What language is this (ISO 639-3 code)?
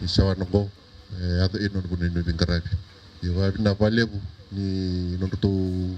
fij